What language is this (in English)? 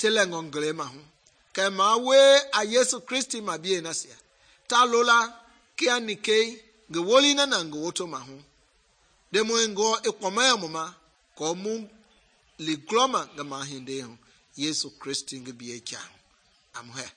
Mende